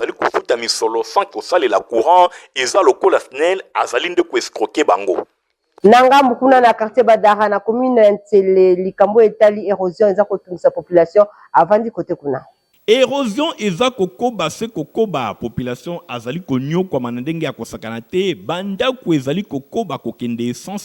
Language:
Lingala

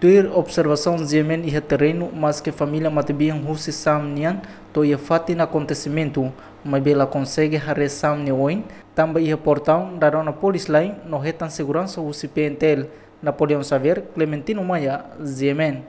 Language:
Tetum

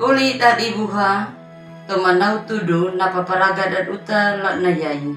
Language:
Anakalangu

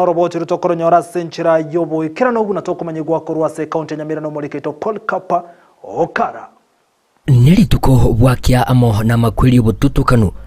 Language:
Gusii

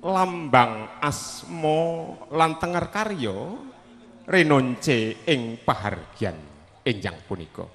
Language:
Javanese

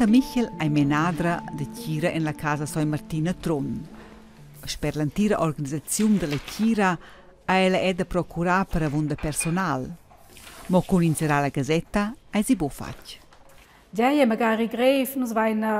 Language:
Romansh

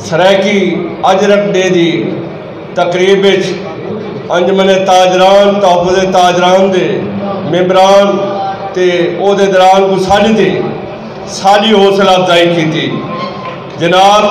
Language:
Saraiki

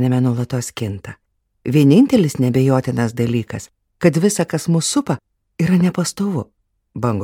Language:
Lithuanian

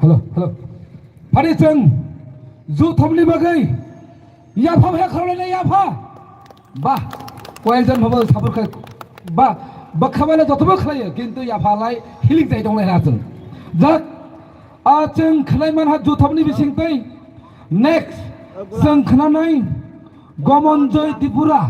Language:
Kok Borok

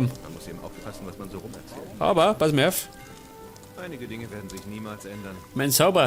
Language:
Bavarian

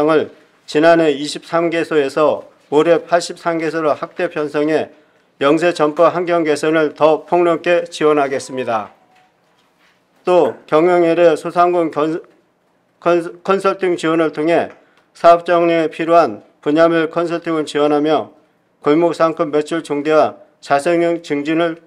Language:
Korean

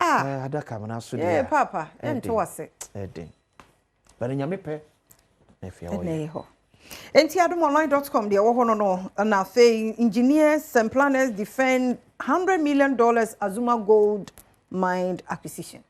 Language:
Akan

